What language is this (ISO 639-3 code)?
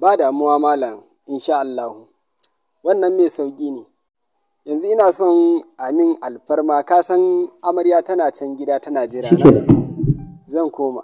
hau